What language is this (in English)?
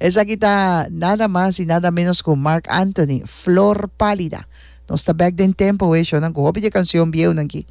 Papiamento